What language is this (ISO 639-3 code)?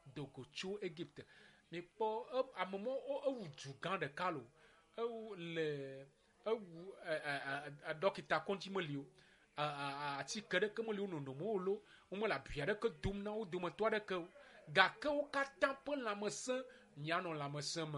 ewe